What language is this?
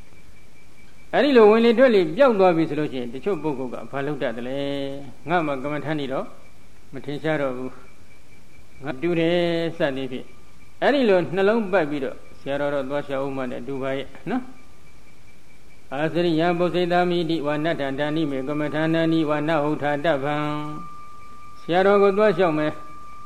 Burmese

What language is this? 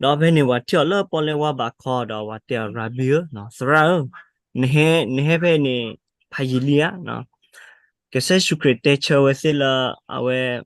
S'gaw Karen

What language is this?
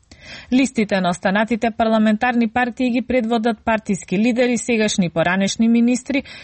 Macedonian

